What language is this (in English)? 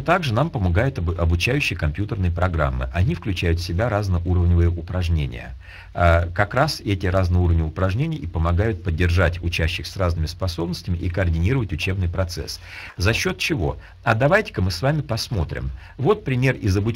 Russian